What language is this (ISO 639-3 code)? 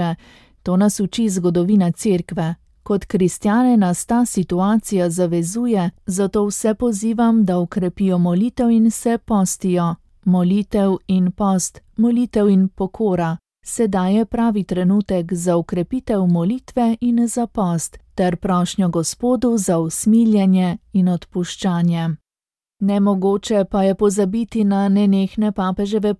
slv